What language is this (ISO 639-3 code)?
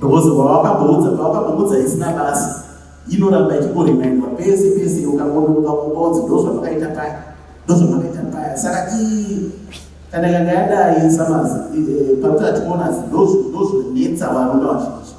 sna